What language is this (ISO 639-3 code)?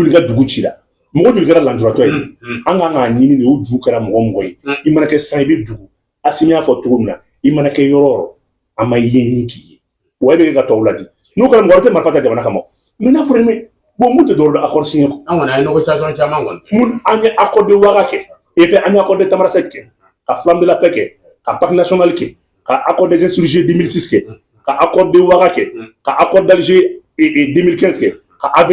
bam